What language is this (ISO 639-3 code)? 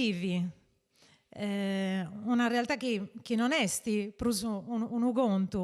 srd